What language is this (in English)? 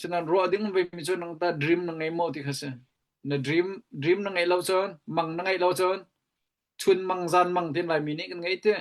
Hakha Chin